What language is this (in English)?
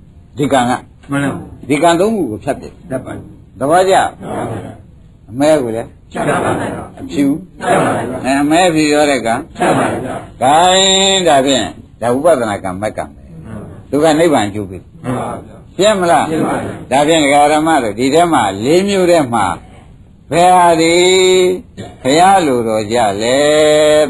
Burmese